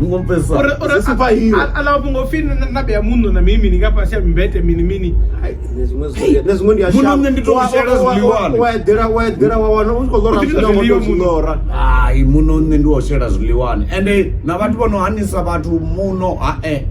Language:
Venda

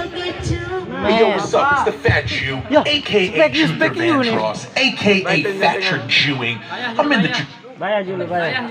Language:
Sasak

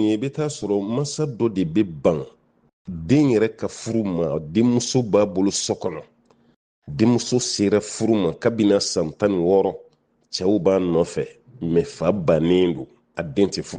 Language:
Bambara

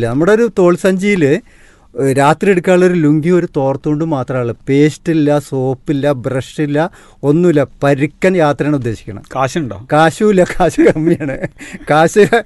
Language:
Malayalam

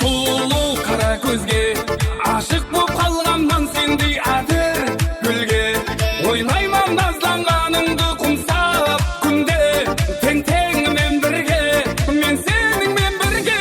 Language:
Kara-Kalpak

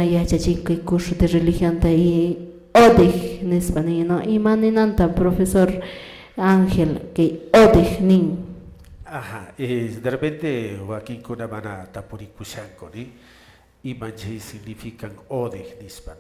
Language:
Quechua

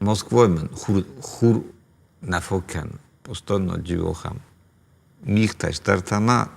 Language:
Ossetic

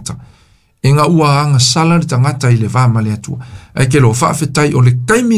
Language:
Samoan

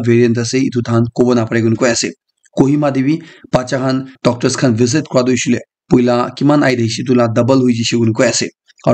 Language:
Naga Pidgin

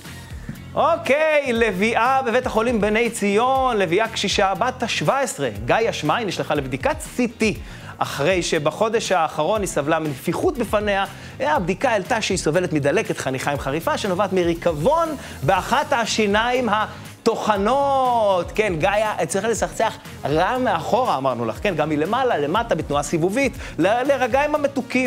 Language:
Hebrew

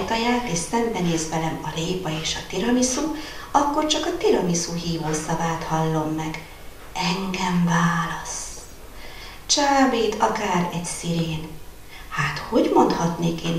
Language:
Hungarian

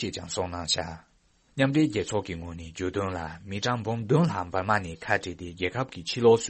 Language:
Tibetan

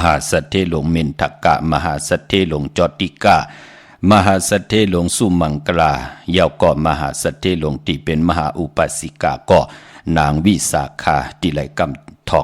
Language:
Shan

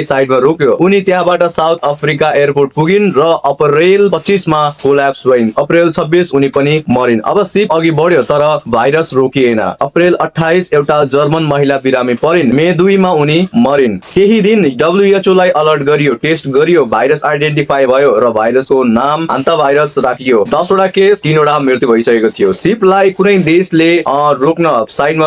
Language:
Nepali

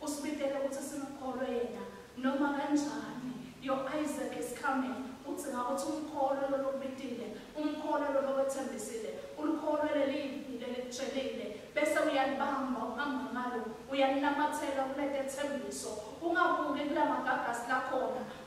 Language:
Swati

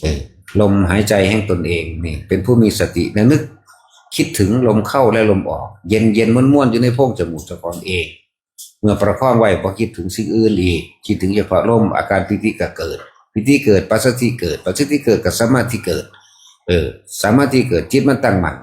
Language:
Northeastern Thai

